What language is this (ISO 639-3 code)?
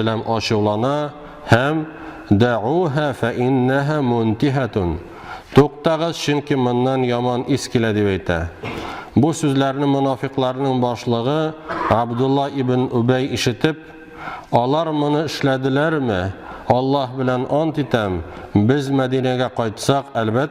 tat